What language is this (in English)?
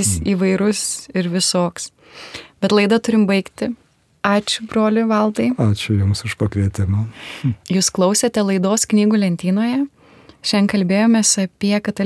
Lithuanian